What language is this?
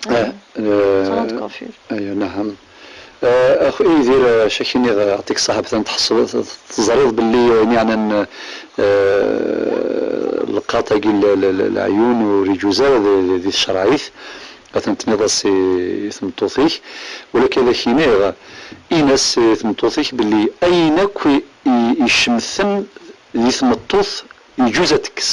Kabyle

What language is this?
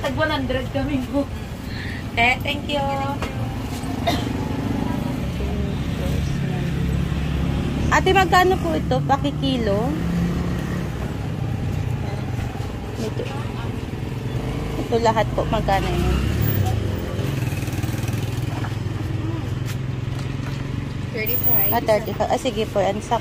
Filipino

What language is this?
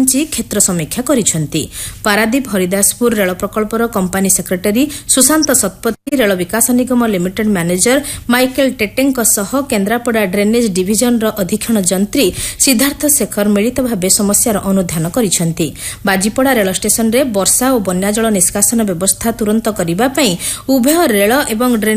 Odia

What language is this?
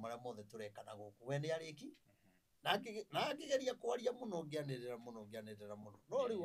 Kikuyu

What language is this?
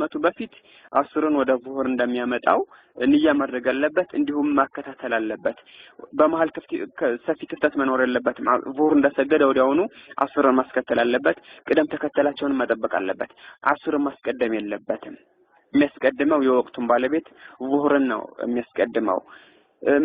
Amharic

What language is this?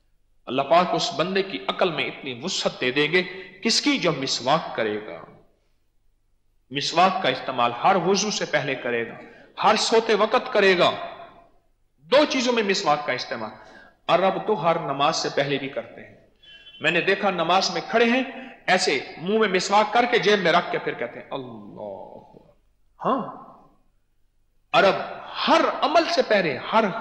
Urdu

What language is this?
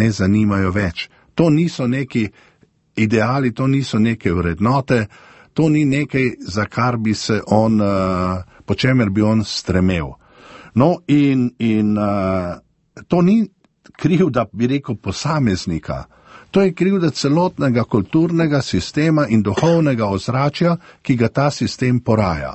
Slovenian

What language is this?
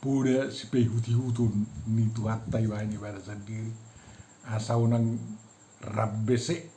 Batak Toba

